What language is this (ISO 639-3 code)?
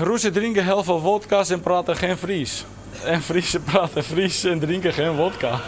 fry